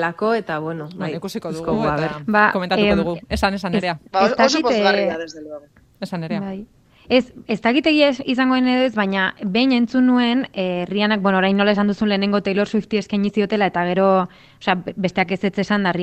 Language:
Basque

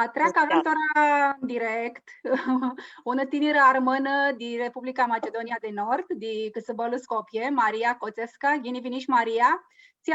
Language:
Aromanian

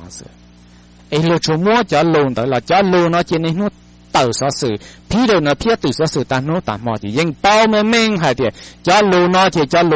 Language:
Hmong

